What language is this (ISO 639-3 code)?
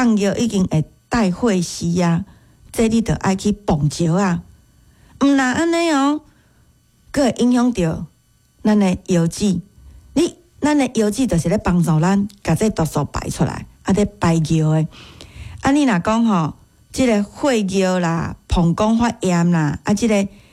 nan